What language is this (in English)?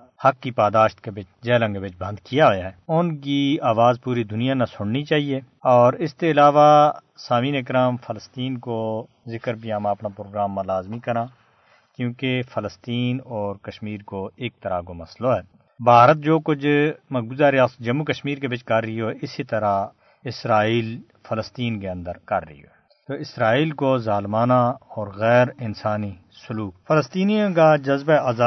Gujari